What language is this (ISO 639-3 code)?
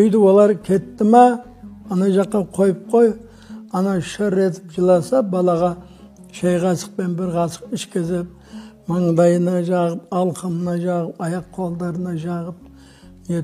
kaz